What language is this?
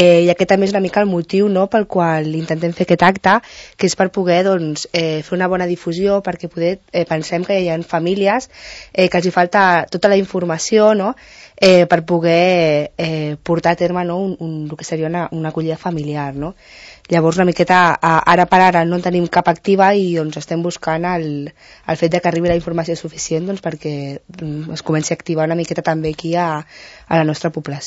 Catalan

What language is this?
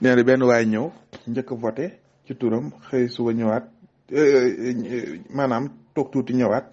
Wolof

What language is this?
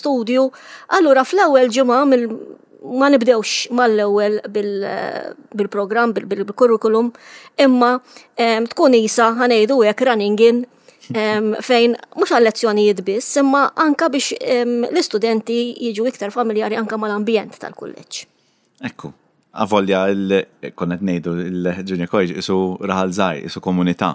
Maltese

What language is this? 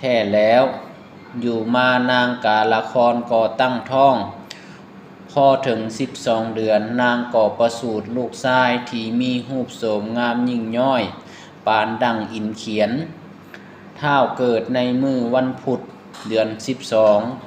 Lao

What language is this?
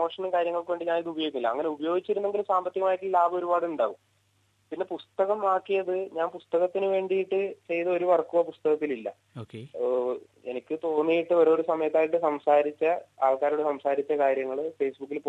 Malayalam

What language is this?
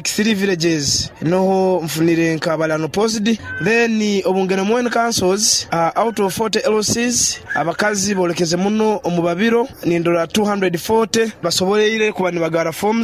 Nyoro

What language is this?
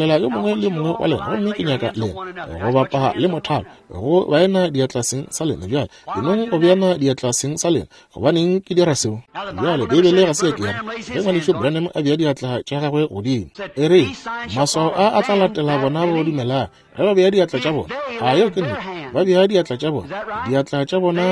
Northern Sotho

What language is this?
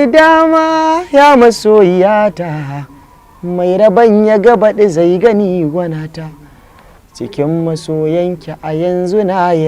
Hausa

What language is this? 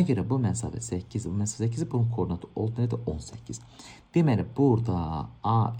Azerbaijani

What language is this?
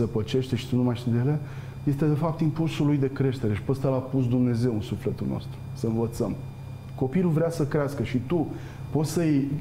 Romanian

